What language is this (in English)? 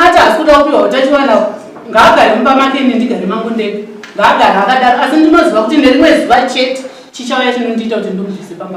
Shona